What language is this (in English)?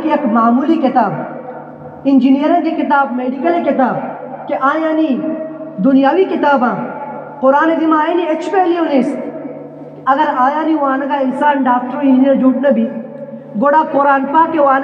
Eastern Balochi